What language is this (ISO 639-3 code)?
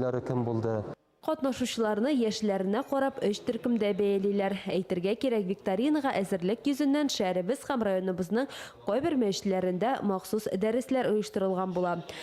tat